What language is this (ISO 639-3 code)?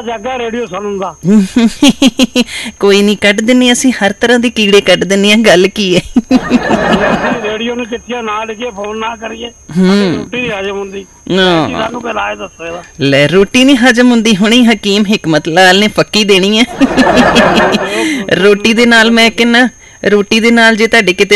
pan